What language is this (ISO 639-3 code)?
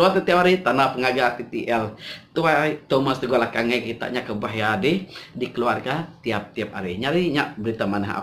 iba